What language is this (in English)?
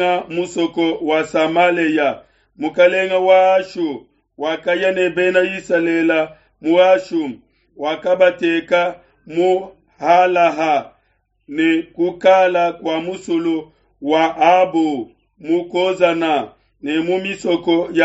Luba-Lulua